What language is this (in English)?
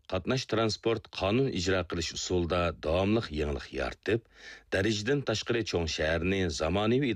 Uyghur